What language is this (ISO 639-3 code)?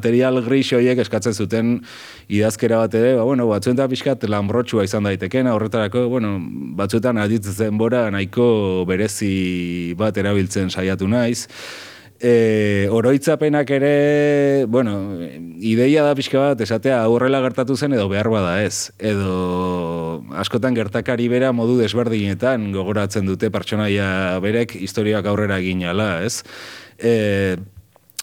eus